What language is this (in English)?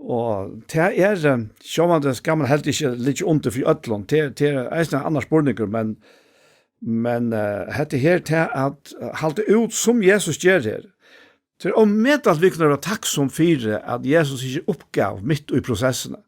Faroese